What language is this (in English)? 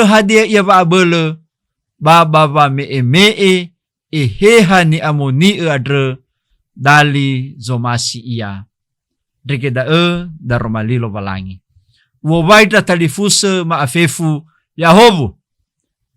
Nias